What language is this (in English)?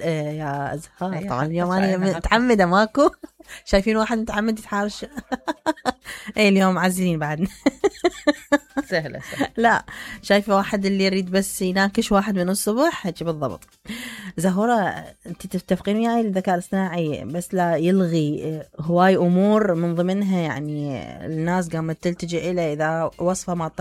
Mesopotamian Arabic